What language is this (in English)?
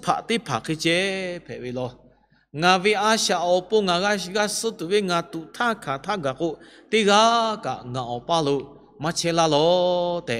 Lahu